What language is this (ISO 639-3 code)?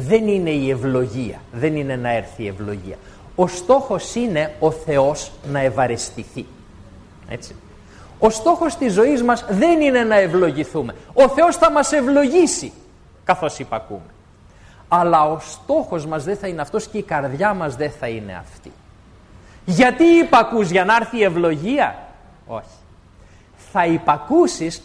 ell